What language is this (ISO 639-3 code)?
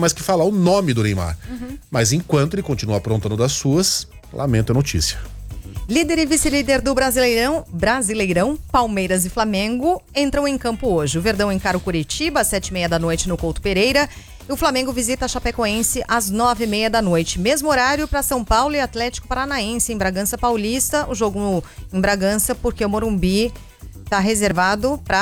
por